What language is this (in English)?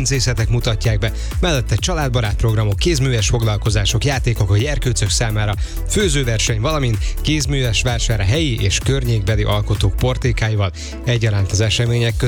Hungarian